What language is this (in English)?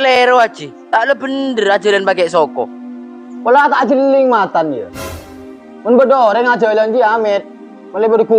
Madurese